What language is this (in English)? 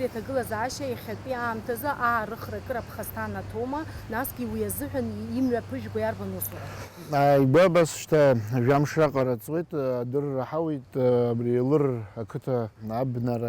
Abkhazian